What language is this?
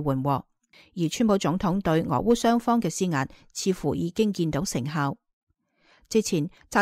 Cantonese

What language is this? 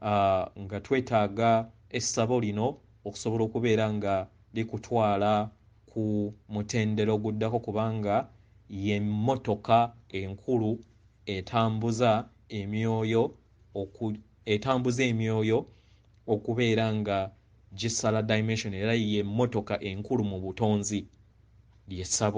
Ganda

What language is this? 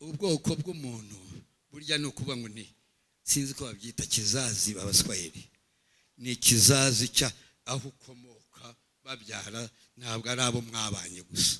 Kinyarwanda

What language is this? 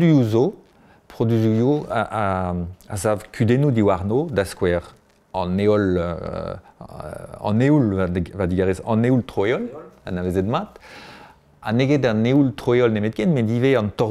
Breton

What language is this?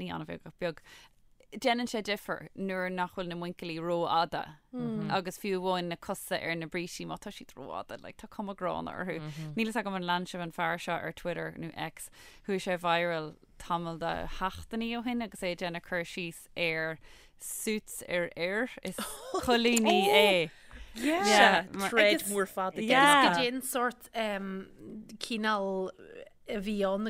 Irish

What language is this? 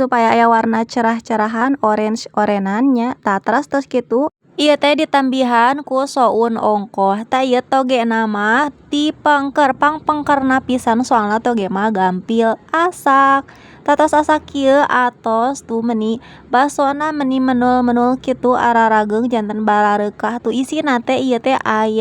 Sundanese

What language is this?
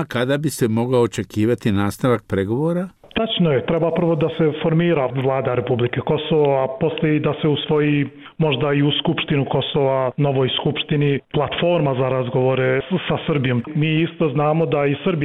Bosnian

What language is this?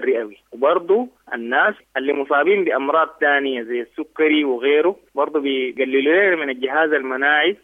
Sudanese Arabic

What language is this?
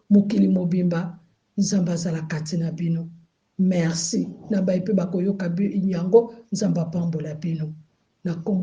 Lingala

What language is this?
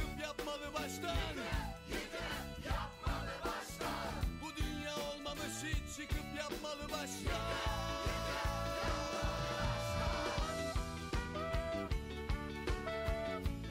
Turkish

